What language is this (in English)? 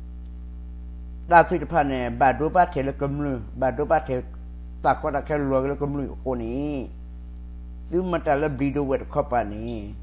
S'gaw Karen